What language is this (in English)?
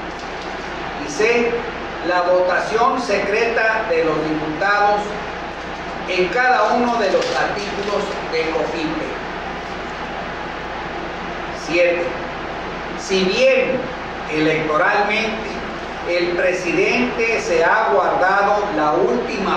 Spanish